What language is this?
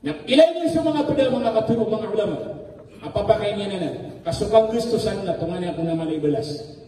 Maranao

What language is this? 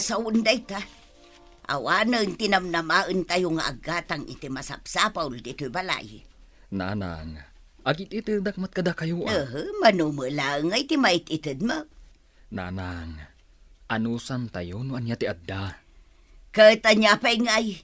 Iloko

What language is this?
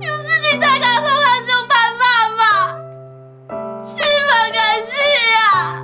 Hakka Chinese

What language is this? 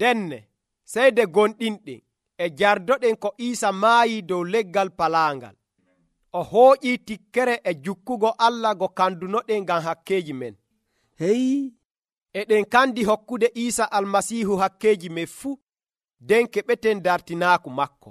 Nigerian Fulfulde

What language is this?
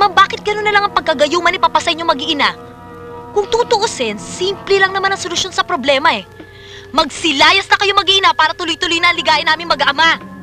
Filipino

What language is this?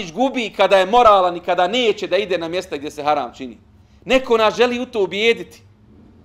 Bosnian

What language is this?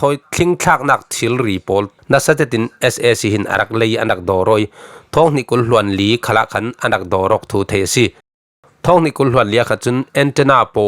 Falam Chin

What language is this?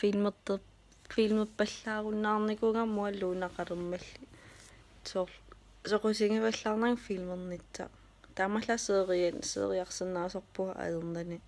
Kalaallisut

